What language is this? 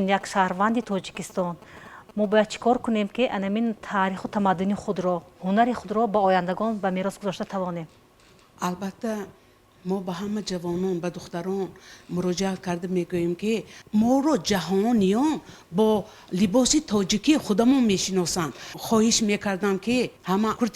Tajik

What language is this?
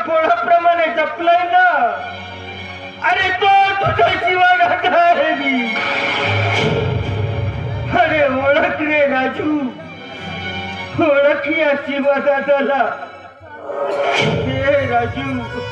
Marathi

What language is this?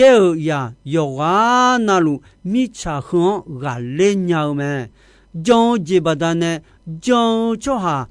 Akha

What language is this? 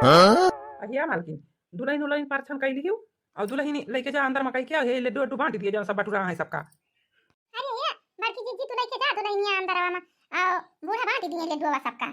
Awadhi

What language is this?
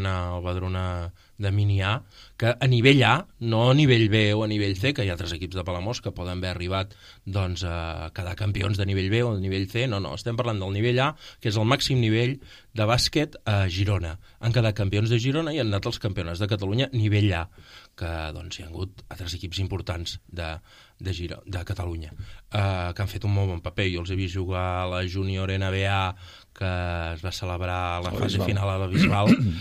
Catalan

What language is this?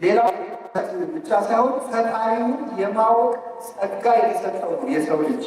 Amharic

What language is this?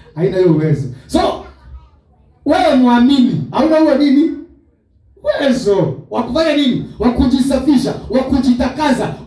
Swahili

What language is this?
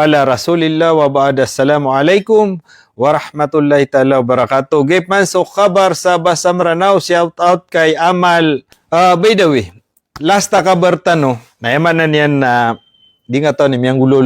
Maranao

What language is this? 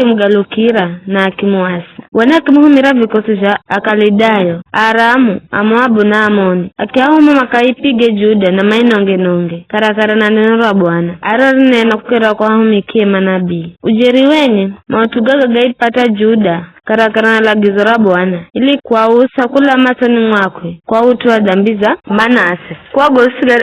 Giryama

